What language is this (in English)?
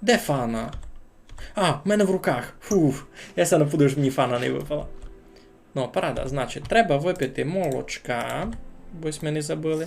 Rusyn